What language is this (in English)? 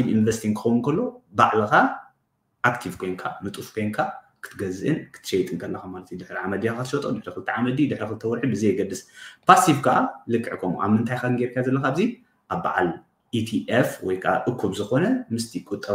Tigrinya